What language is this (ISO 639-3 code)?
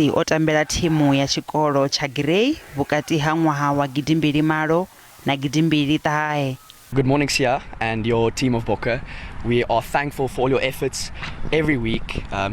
ven